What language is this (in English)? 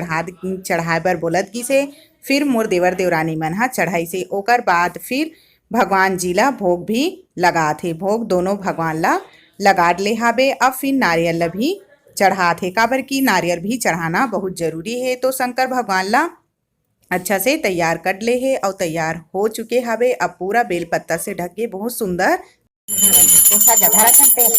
Chhattisgarhi